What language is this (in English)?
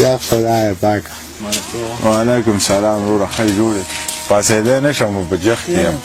Pashto